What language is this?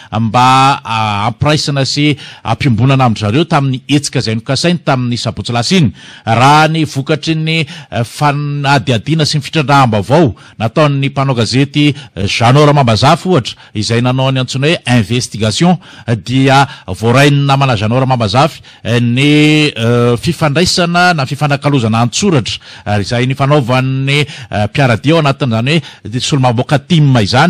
Malagasy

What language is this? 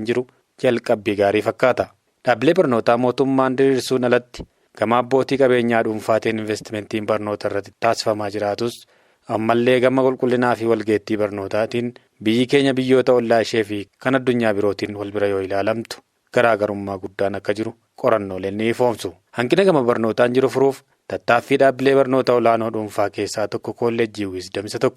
Oromo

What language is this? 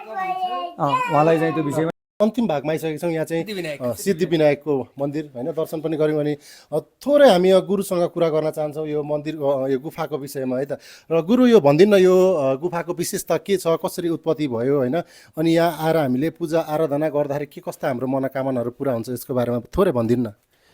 Nepali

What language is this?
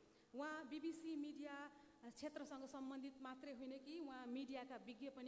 Nepali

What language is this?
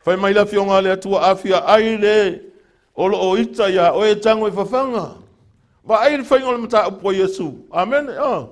Samoan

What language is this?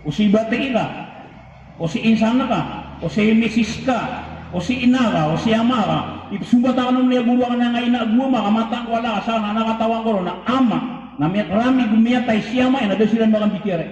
Maranao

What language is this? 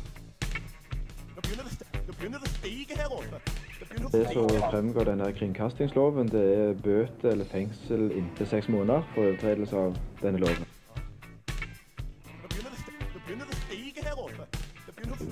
Norwegian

